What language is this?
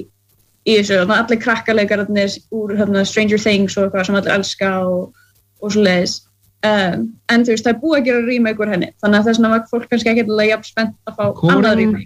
Icelandic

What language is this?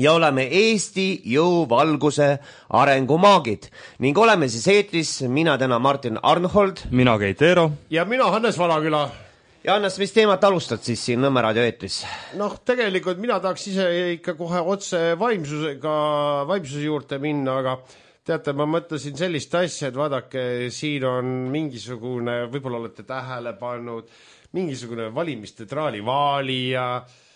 Estonian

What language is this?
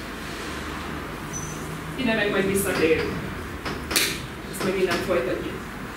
Hungarian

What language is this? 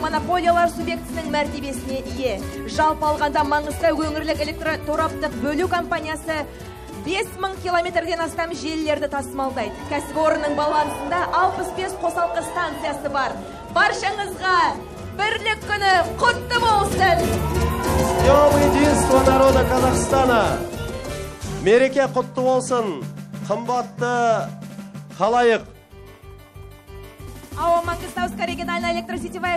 Kazakh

